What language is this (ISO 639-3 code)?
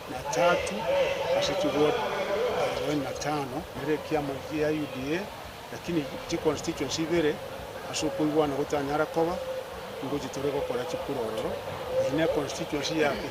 guz